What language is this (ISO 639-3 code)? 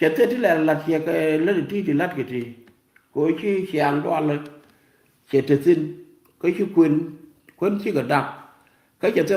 nus